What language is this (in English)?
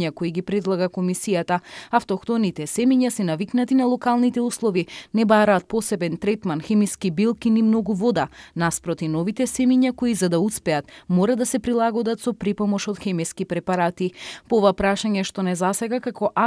Macedonian